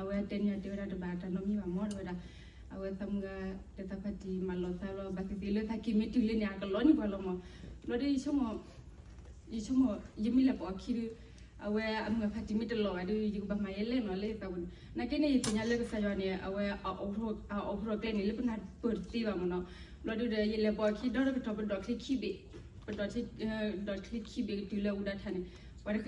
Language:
S'gaw Karen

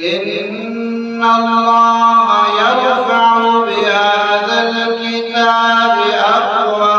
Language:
Eastern Balochi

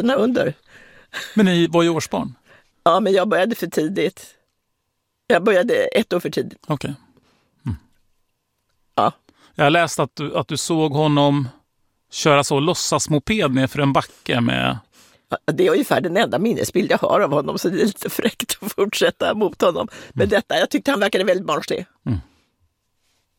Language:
Swedish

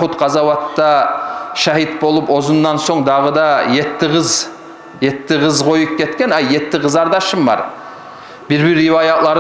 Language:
Kumyk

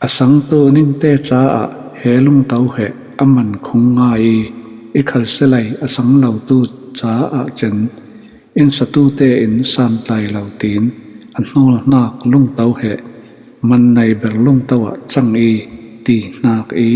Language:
Falam Chin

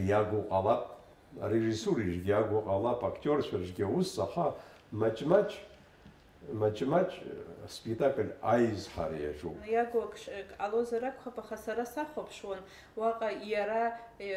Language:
Abkhazian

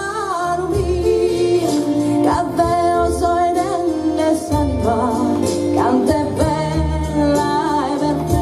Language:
Sardinian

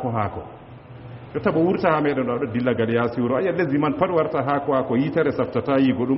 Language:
Fula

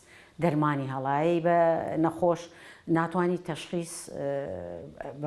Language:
Central Kurdish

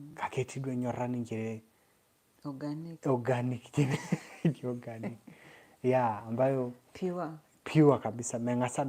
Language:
Masai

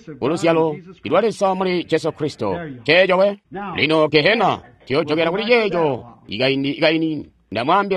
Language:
Tonga (Zambia)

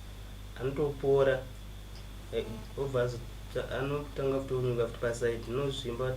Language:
Shona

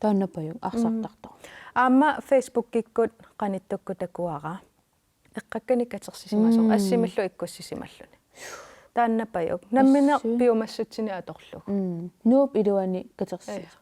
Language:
Kalaallisut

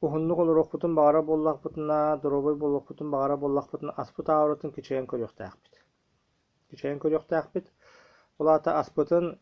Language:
Yakut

